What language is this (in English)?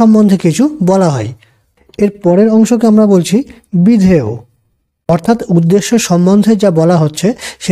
Bangla